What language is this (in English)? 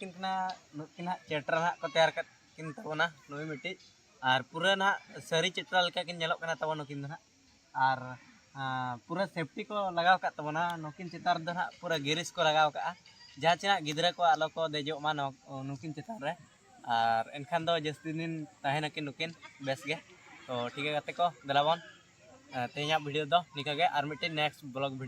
Santali